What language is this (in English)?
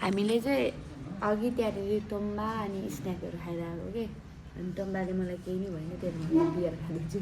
Nepali